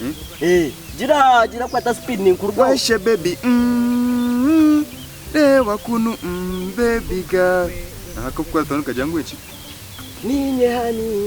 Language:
Nyankole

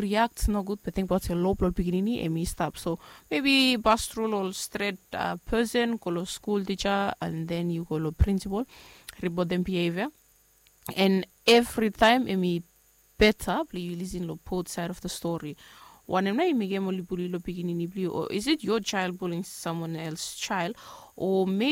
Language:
Bislama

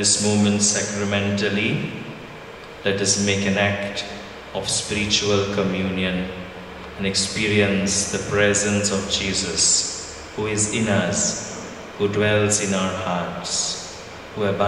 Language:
English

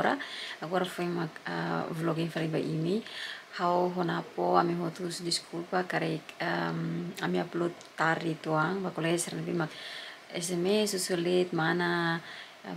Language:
Tetum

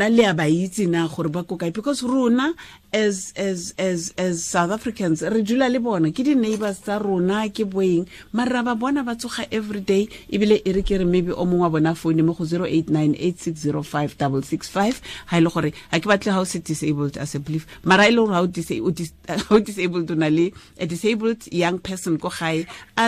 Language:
Tswana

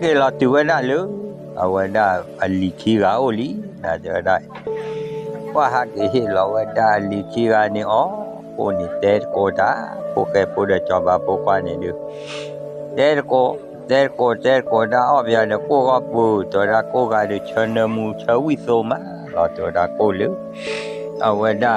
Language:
S'gaw Karen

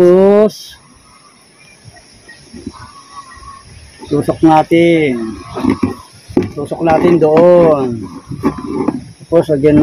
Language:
Filipino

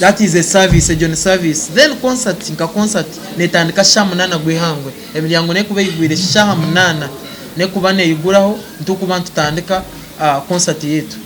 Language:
Nyankole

